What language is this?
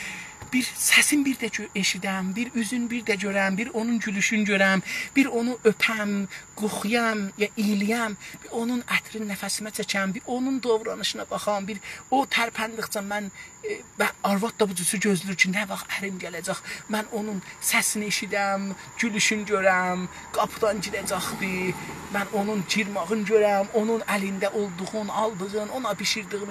South Azerbaijani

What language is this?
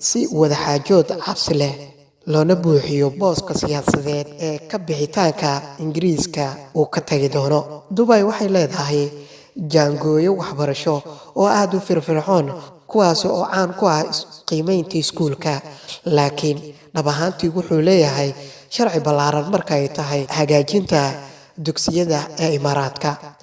Somali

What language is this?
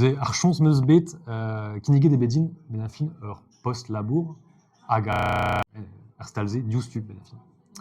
Breton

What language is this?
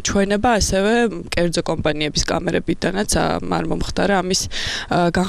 Georgian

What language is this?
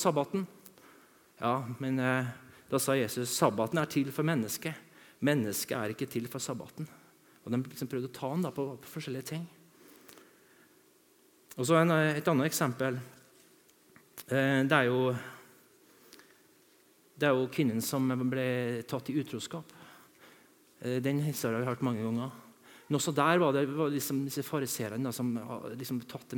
Norwegian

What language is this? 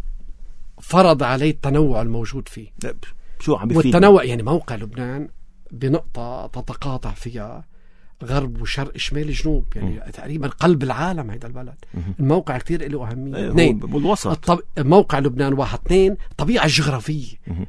North Levantine Arabic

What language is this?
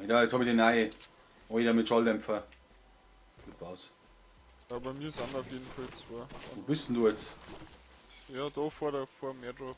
Bavarian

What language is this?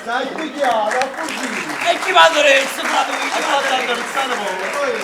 Neapolitan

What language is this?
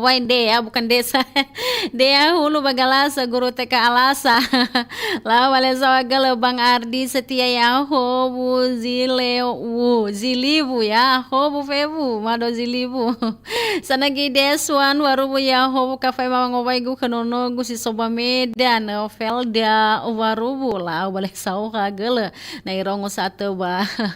Nias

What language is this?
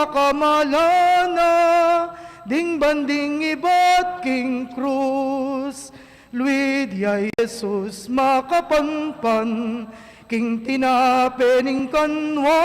Pampanga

